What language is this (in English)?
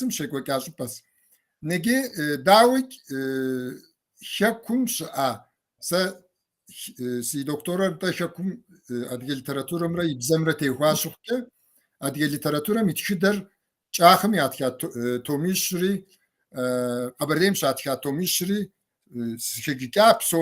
Kabardian